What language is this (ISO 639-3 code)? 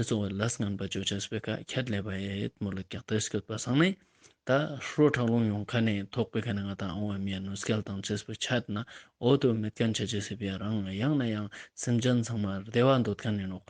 lbj